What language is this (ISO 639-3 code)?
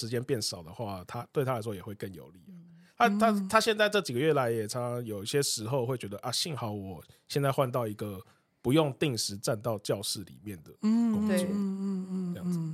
zho